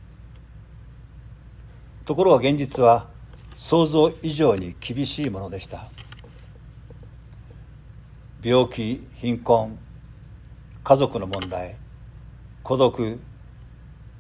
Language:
Japanese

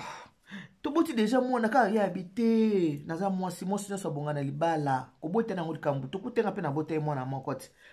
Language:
Lingala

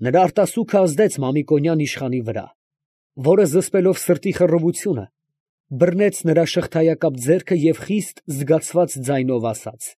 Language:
Armenian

